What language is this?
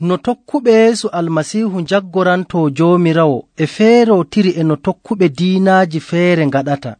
Nigerian Fulfulde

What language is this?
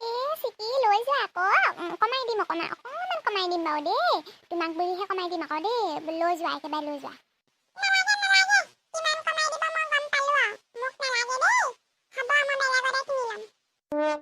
Assamese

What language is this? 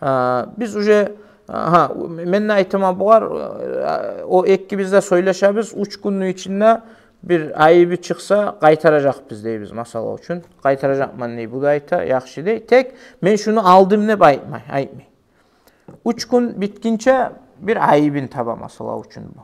Kumyk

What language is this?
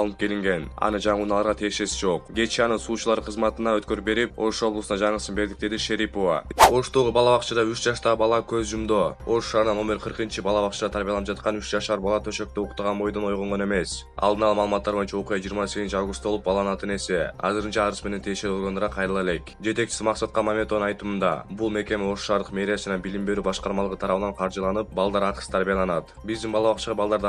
Kyrgyz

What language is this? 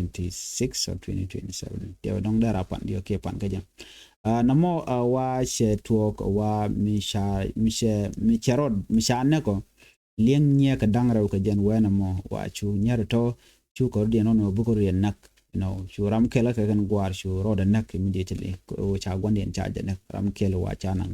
Nuer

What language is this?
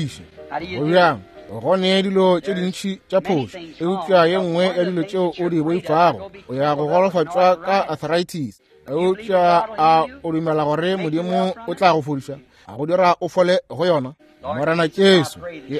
Northern Sotho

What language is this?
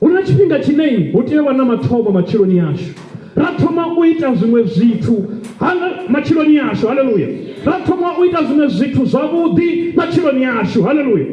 Venda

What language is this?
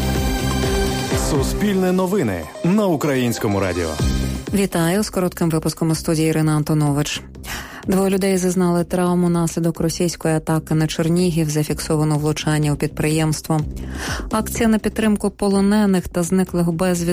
Ukrainian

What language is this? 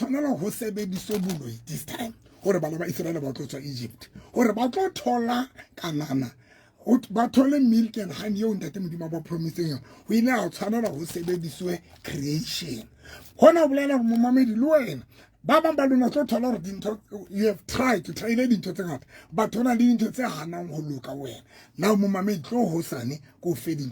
Southern Sotho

